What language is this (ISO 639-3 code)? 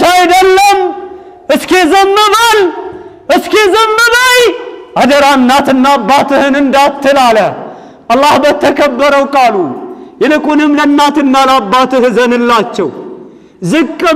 amh